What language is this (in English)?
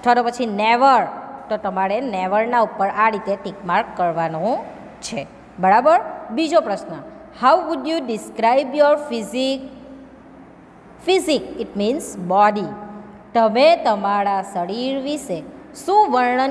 Gujarati